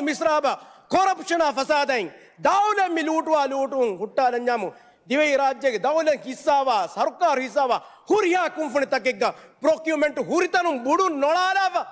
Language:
Divehi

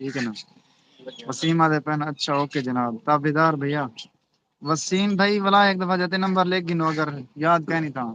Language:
Saraiki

